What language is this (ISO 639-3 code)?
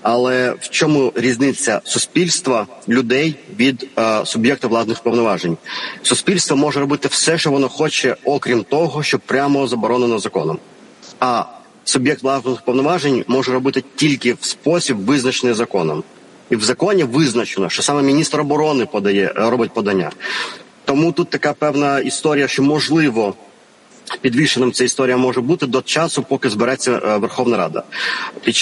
ukr